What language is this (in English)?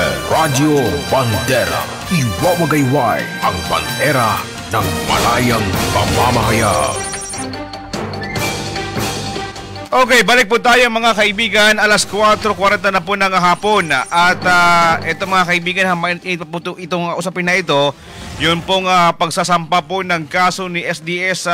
Filipino